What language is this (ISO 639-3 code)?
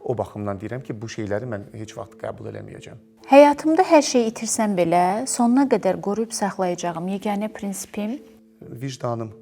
aze